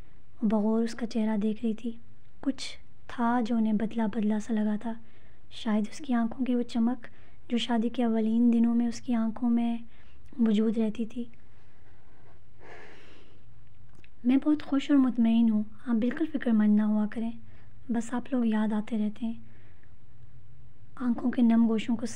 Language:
Urdu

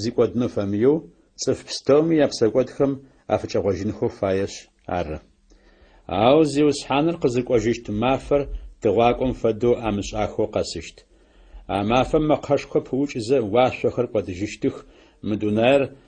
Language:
Adyghe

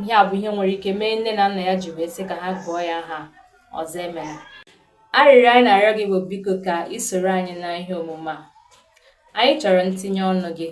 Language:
Igbo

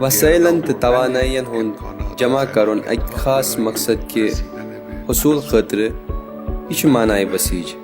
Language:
Kashmiri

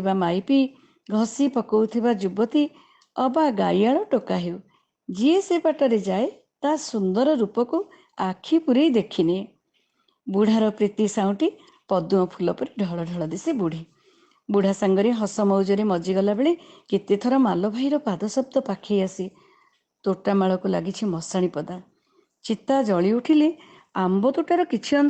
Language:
Odia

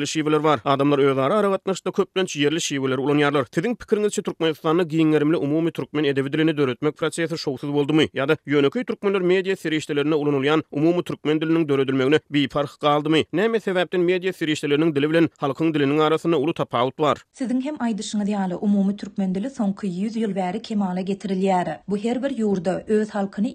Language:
Turkmen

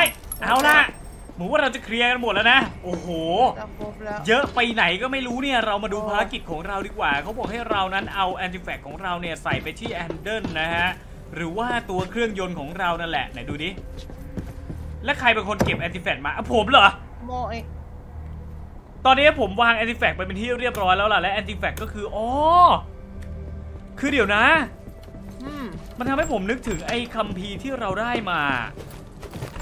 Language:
Thai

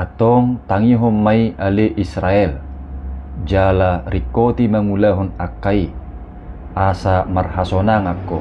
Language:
Batak Toba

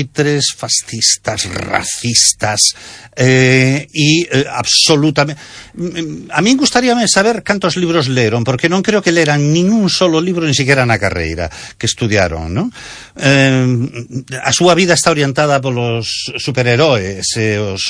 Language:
Galician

